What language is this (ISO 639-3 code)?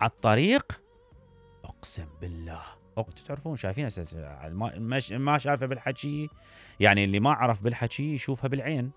acm